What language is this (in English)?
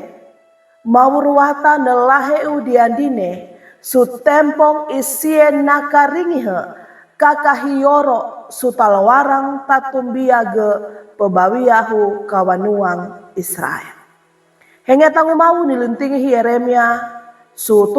Sangir